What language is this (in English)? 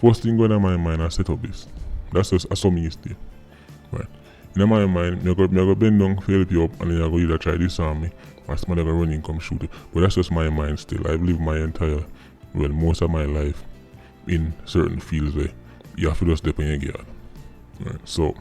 Jamaican Creole English